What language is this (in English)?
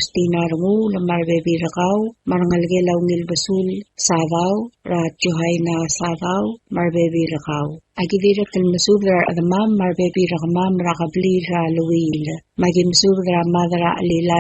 Palauan